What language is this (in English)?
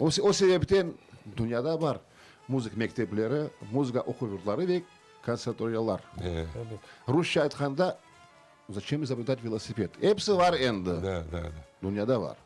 Crimean Tatar